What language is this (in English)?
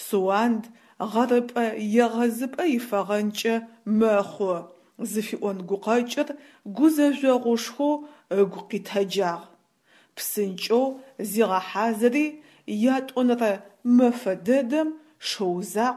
Adyghe